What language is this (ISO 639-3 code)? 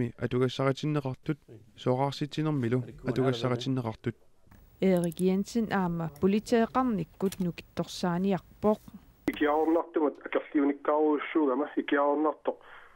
kal